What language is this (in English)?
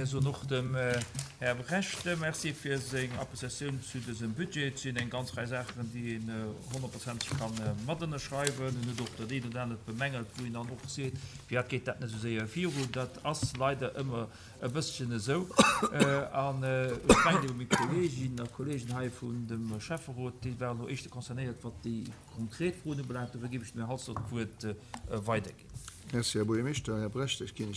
Luxembourgish